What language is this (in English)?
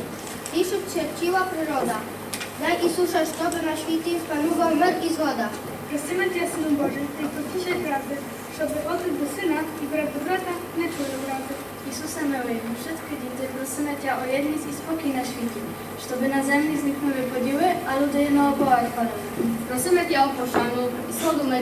Rusyn